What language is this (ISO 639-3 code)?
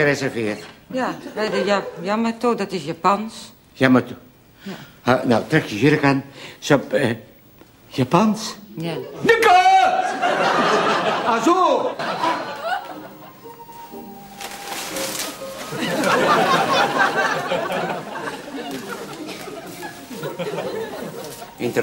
nld